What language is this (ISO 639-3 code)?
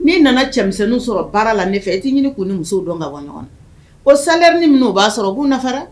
bam